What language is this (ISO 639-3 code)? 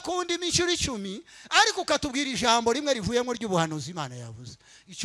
kin